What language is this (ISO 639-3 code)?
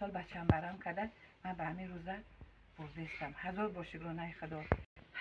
tgk